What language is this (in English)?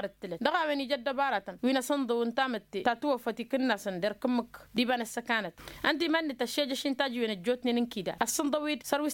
Tamasheq